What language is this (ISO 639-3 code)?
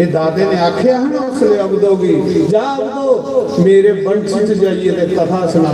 doi